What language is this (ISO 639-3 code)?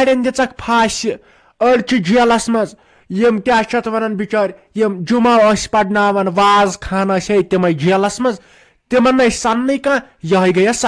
kas